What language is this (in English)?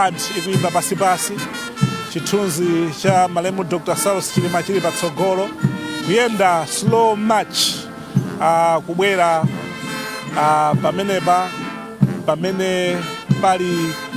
Nyanja